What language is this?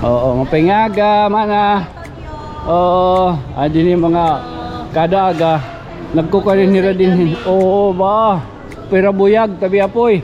Waray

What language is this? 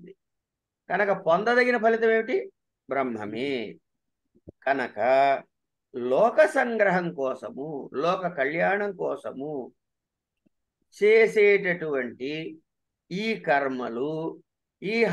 Telugu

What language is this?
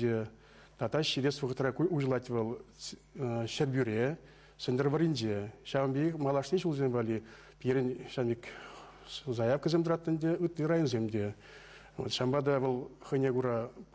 Chuvash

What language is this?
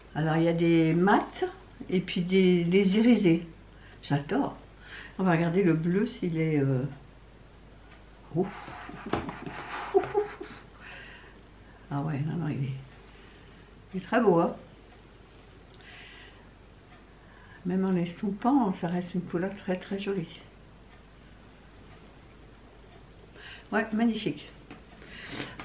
French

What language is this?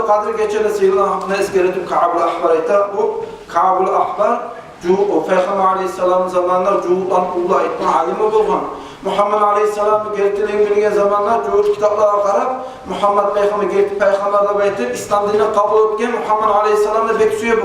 Kumyk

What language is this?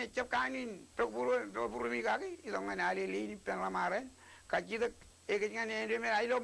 Marshallese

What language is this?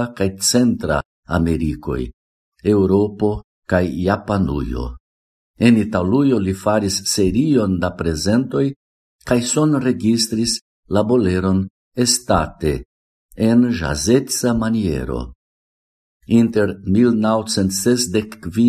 Esperanto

